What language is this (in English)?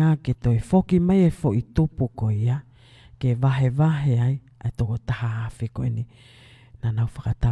Tongan